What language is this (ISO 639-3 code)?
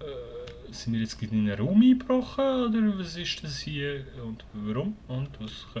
gsw